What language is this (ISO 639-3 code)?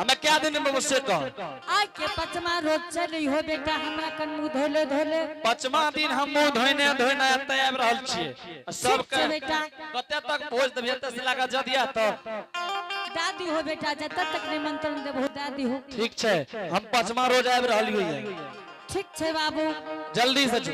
anp